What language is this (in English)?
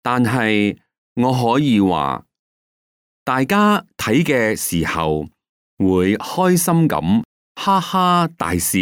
Cantonese